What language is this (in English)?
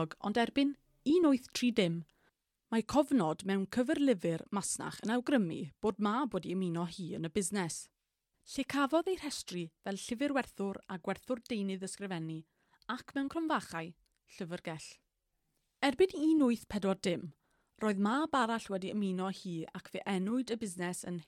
Welsh